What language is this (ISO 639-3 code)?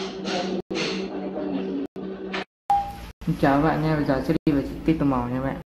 vie